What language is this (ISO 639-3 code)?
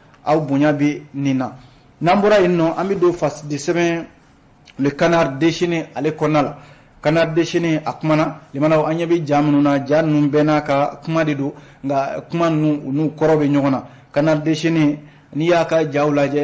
bam